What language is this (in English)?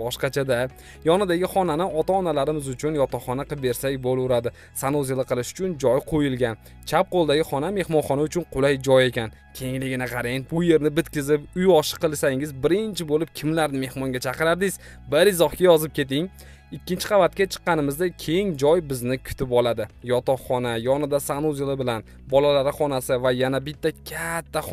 Uzbek